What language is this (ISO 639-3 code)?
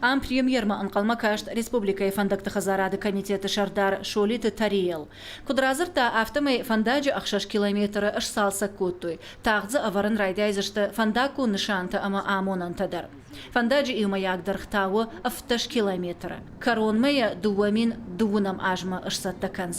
oss